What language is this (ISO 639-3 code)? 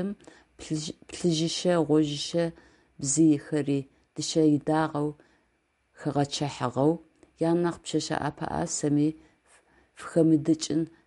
ady